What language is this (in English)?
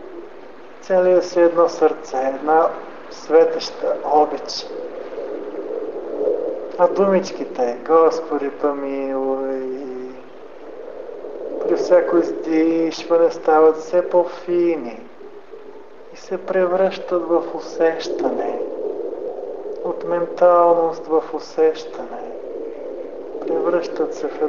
Bulgarian